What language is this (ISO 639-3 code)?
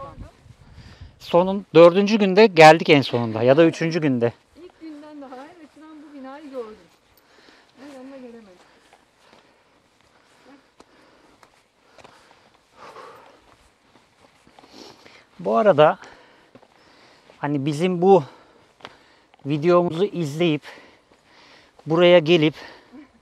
tur